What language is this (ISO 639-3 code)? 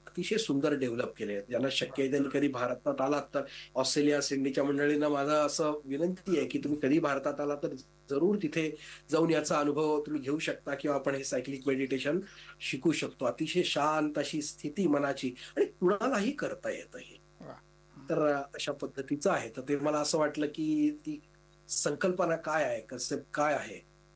mar